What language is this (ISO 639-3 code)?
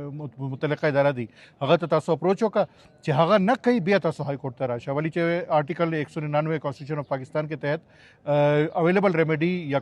pus